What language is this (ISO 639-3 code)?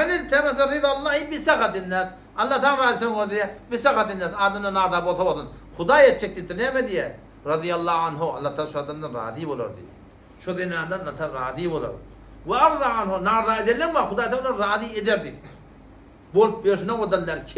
tuk